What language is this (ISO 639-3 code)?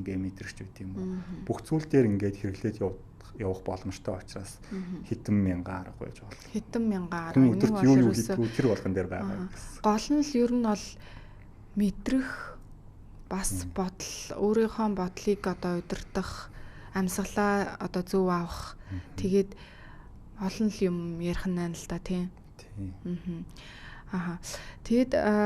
mon